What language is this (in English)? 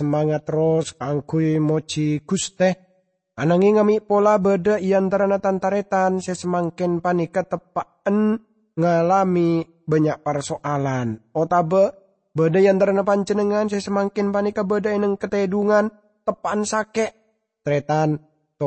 Madurese